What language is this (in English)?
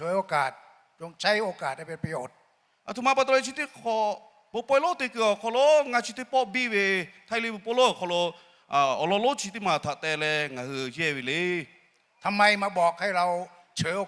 Lahu